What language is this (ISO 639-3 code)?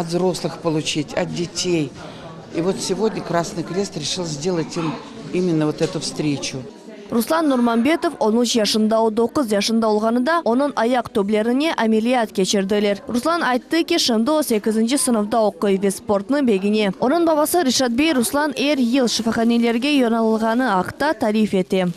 crh